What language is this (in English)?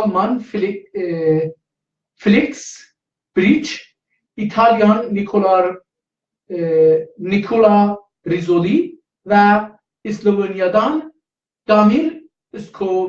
South Azerbaijani